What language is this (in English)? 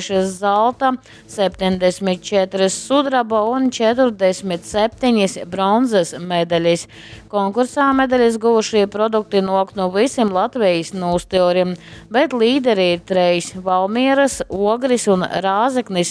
Latgalian